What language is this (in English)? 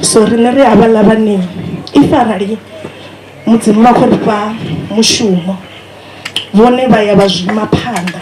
Venda